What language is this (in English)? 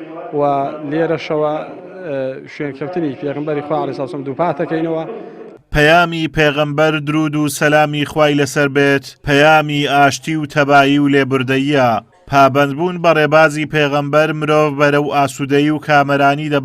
Central Kurdish